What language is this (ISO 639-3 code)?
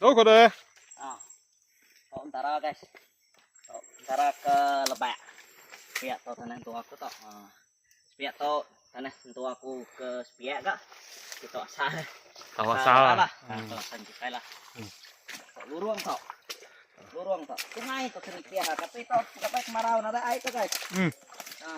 iba